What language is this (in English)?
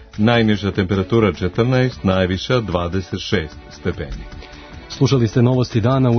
Serbian